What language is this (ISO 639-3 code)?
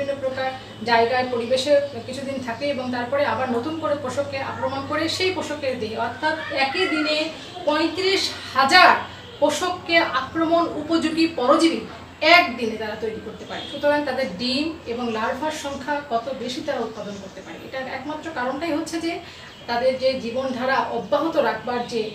ben